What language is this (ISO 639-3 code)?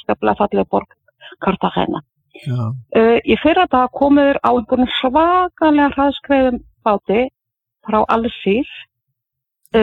isl